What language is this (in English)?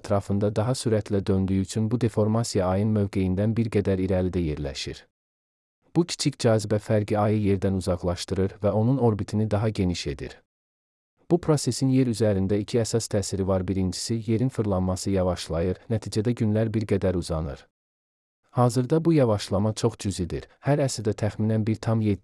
Azerbaijani